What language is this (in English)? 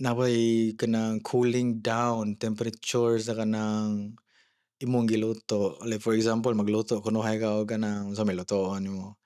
Cebuano